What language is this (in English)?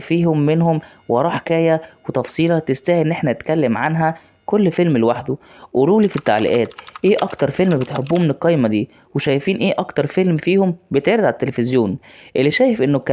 Egyptian Arabic